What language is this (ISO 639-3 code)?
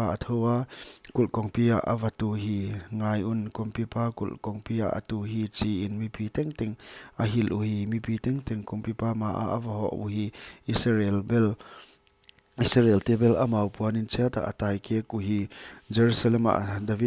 pck